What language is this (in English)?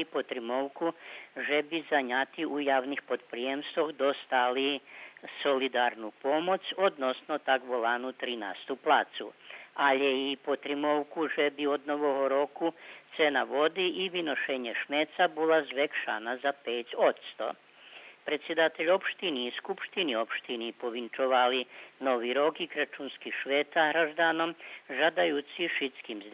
Rusyn